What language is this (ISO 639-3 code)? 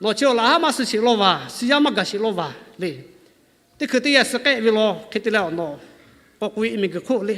lhu